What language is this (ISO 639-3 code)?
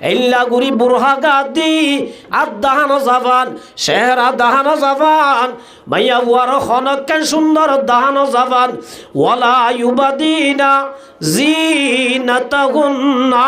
rhg